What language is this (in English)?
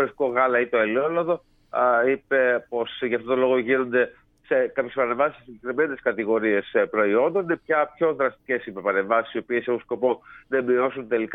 Greek